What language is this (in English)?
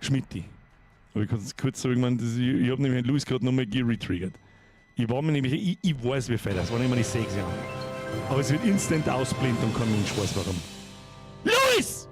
Bavarian